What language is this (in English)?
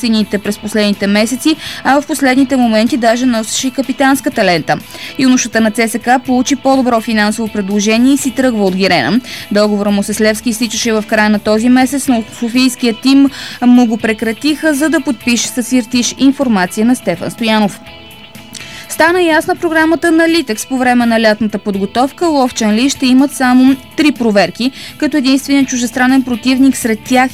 Bulgarian